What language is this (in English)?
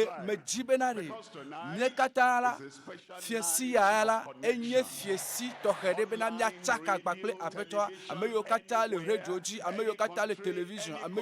Ewe